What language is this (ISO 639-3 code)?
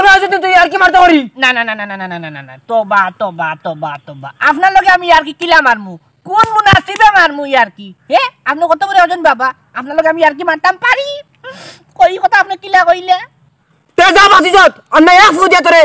syl